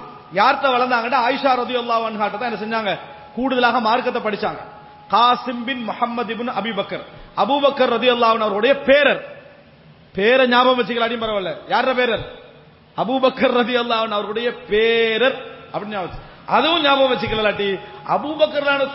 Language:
Tamil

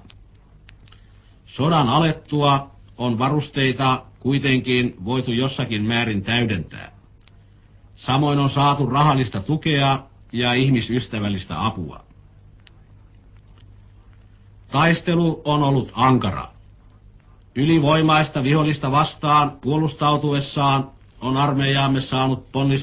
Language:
Finnish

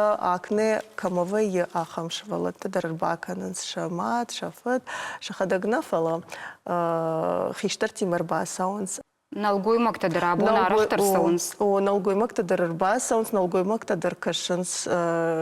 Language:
Ossetic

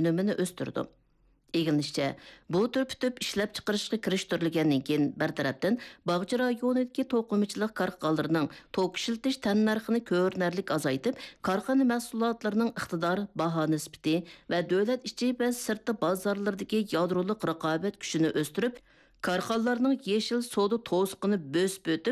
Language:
Uyghur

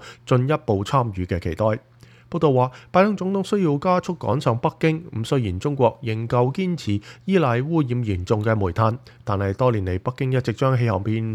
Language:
Cantonese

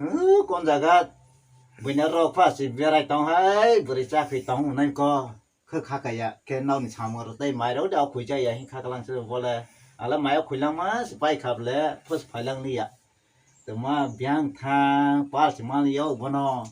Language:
Kok Borok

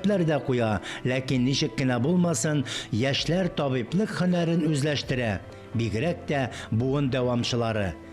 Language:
Tatar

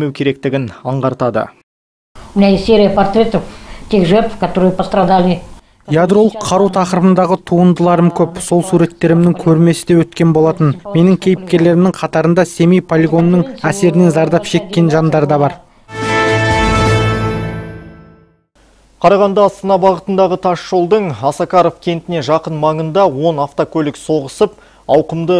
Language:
Kazakh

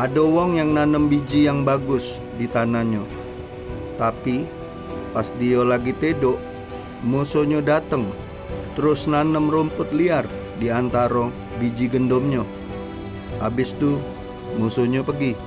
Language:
Musi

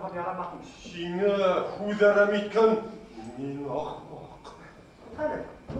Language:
Bashkir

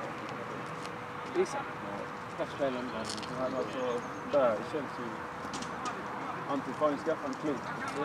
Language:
Swedish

